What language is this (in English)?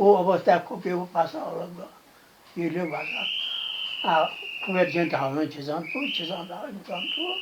Newari